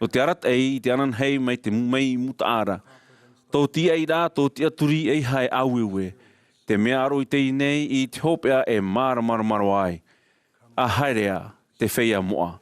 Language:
Tahitian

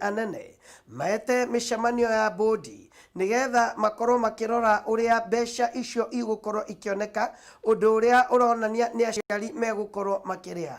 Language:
Kikuyu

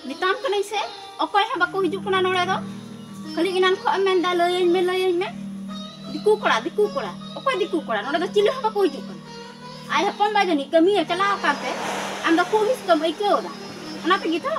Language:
Santali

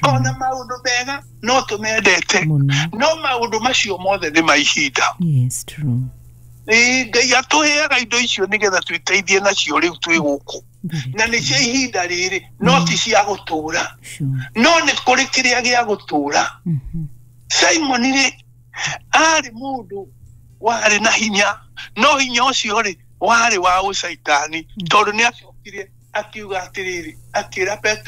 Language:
Kikuyu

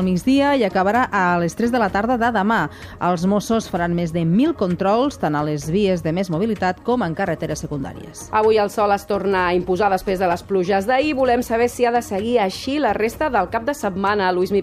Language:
Catalan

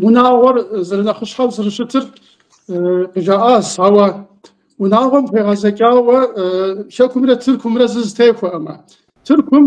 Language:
Kabardian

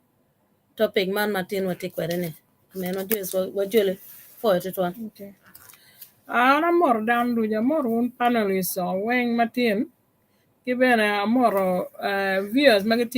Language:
Acoli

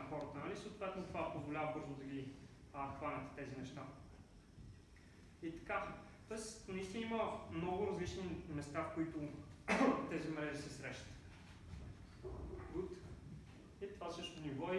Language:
Bulgarian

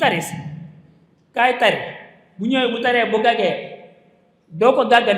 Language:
Wolof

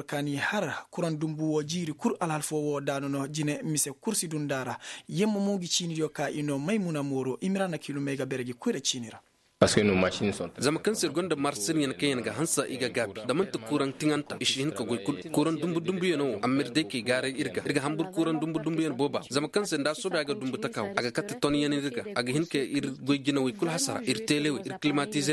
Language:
Koyraboro Senni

